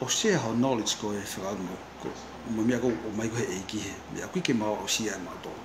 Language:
Tongan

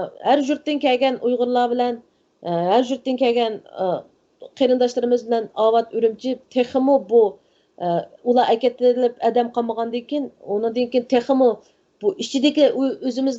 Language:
Uyghur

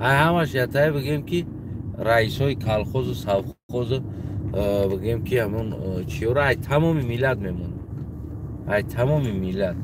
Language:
Tajik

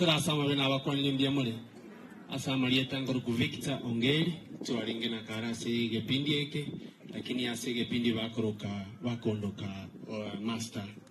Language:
Gusii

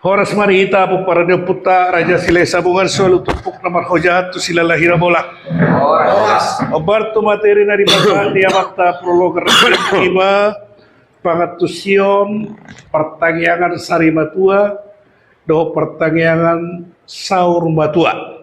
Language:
Batak Toba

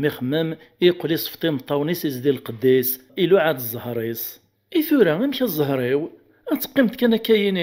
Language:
Kabyle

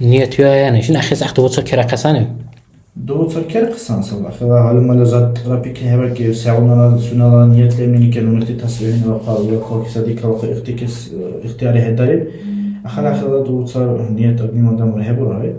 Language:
Dargwa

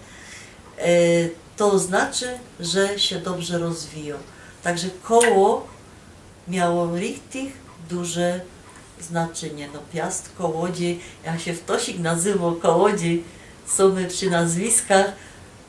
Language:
Silesian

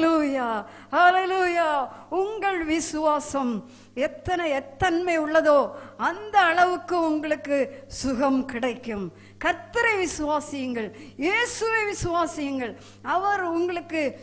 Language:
Tamil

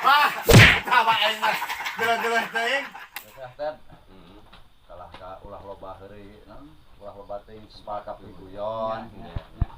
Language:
Sundanese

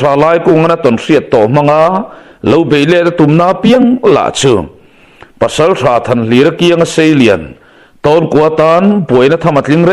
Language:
Mizo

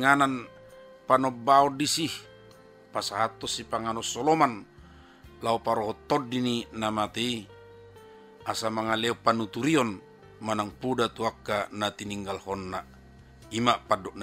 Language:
Batak Toba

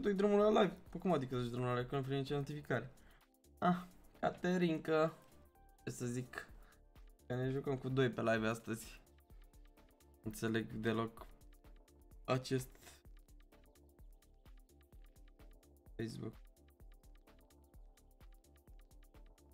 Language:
Romanian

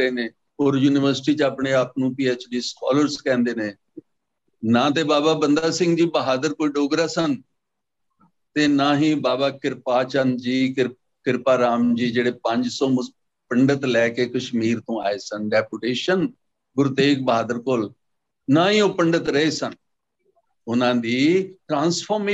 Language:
Punjabi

